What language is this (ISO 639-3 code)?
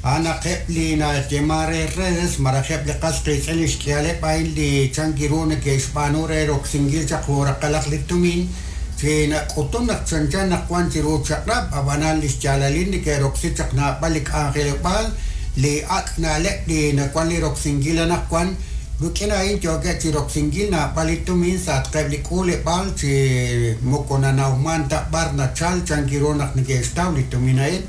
kek